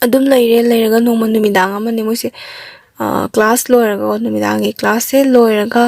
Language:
Manipuri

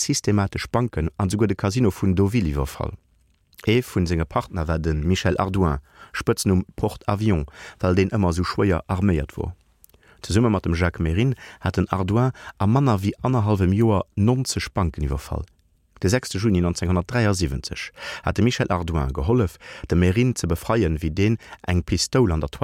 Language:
Luxembourgish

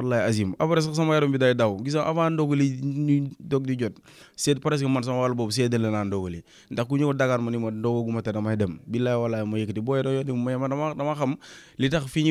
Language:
Wolof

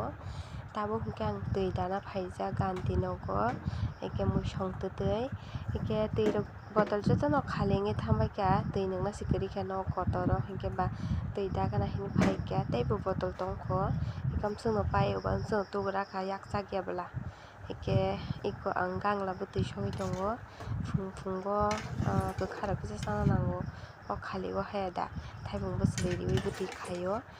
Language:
Kok Borok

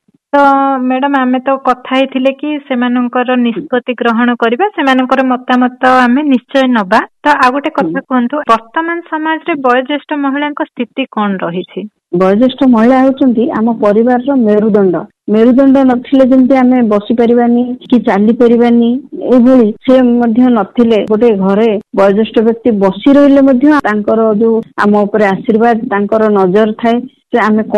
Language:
Odia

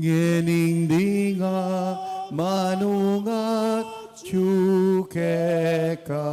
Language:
Pampanga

